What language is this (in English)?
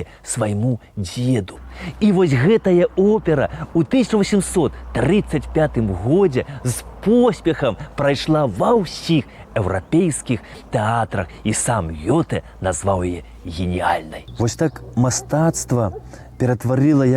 Belarusian